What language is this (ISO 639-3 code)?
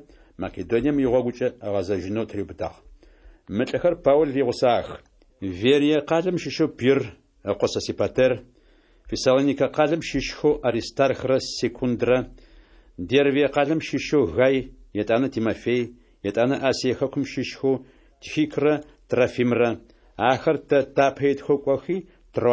ady